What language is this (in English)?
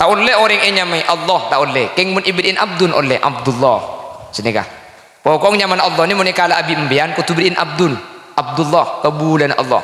Madurese